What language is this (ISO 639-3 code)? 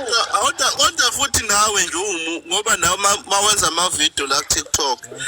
zul